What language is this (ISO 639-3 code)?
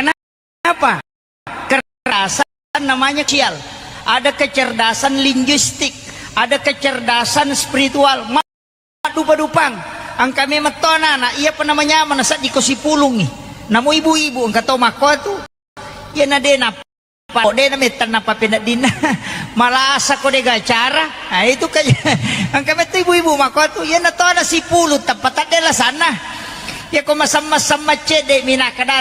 bug